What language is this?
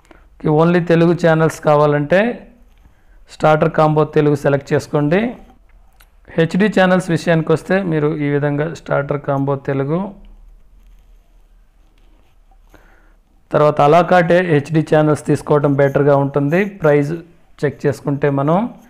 Telugu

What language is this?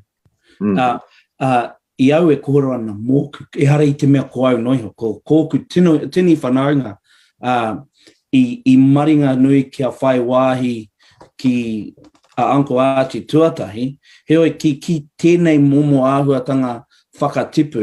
Māori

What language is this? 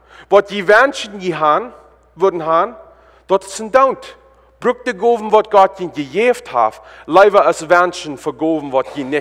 Plautdietsch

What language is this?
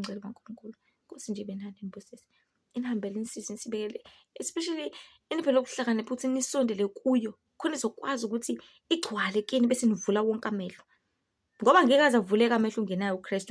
Zulu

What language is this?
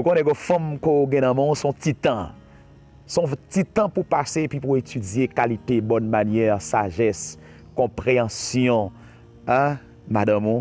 Haitian Creole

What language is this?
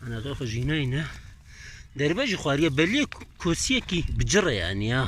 Kurdish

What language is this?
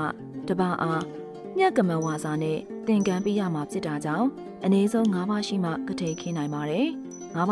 Burmese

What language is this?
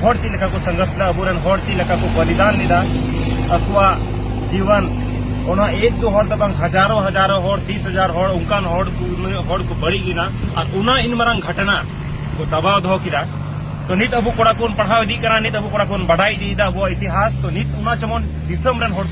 Santali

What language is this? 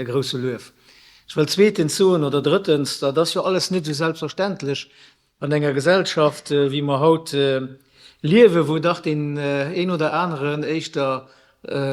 Luxembourgish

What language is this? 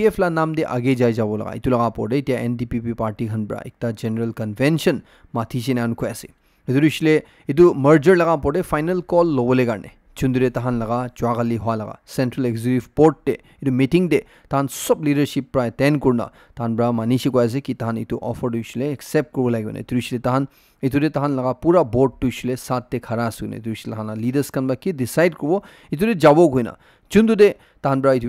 Naga Pidgin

